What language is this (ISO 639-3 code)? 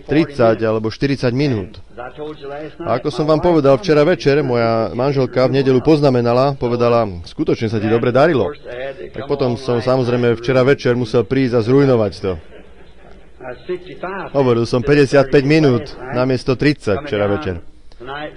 slk